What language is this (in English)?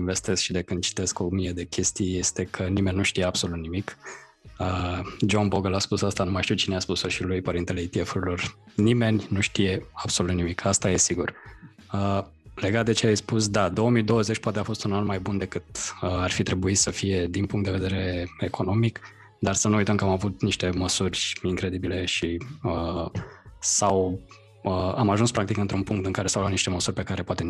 Romanian